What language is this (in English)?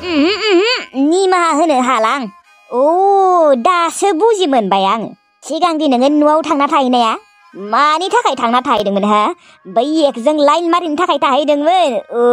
Bodo